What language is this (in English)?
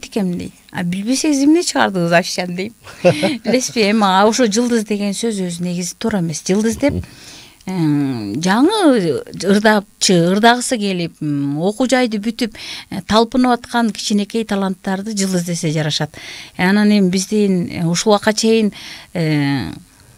Kyrgyz